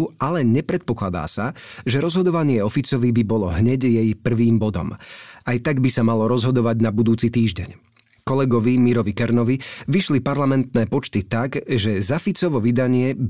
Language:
Slovak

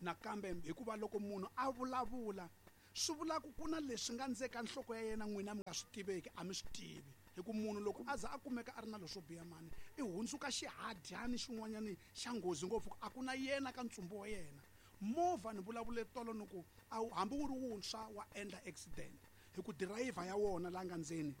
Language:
Tsonga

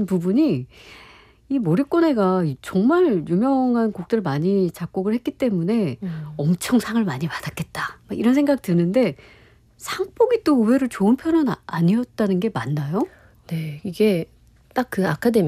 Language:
Korean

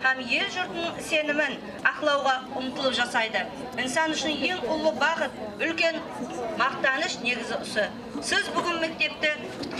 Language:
Kara-Kalpak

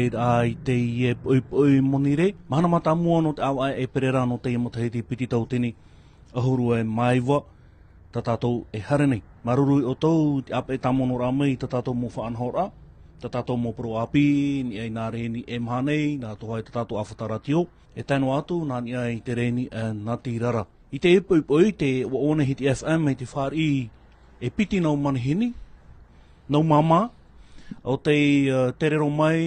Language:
Tahitian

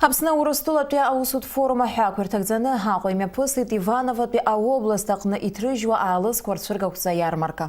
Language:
Abkhazian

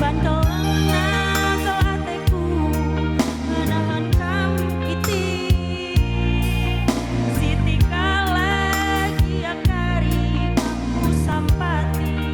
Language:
Batak Karo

